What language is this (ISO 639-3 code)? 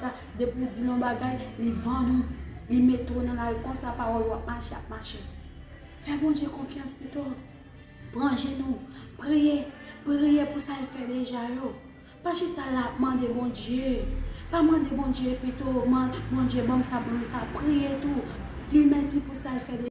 hat